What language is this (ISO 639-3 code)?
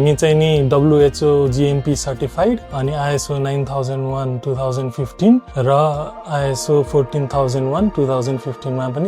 nep